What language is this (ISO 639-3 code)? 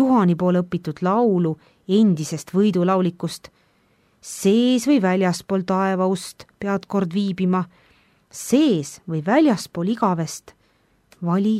est